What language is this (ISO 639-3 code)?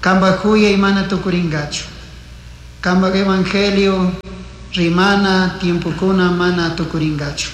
qug